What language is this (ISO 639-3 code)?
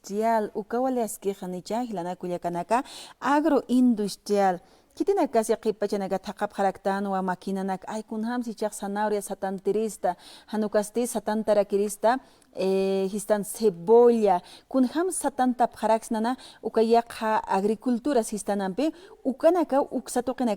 aym